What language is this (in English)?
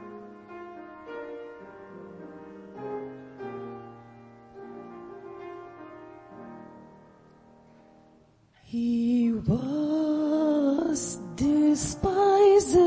Afrikaans